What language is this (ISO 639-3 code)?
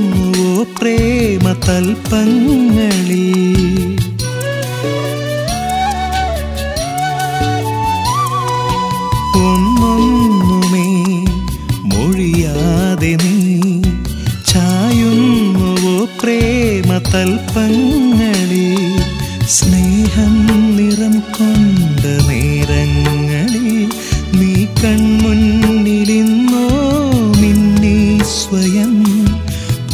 mal